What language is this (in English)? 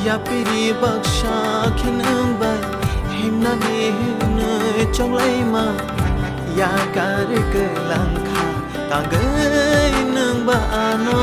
Kok Borok